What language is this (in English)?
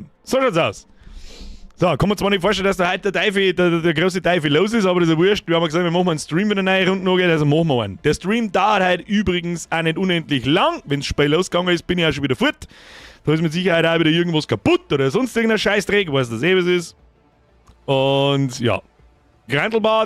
Bavarian